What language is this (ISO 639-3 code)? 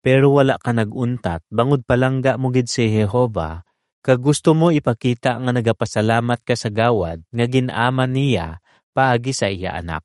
hil